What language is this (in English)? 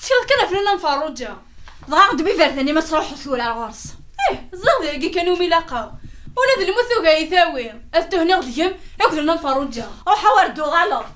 Kabyle